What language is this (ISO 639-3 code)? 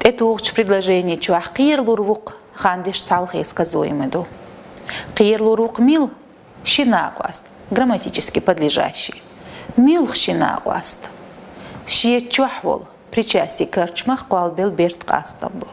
che